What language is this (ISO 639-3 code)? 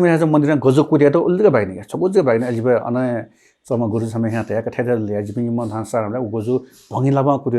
new